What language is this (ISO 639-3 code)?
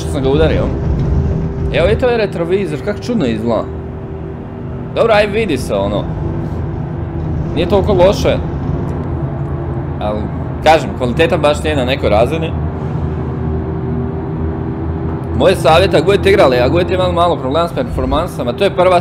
hrv